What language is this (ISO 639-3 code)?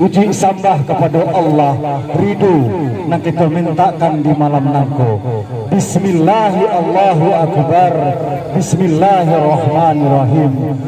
min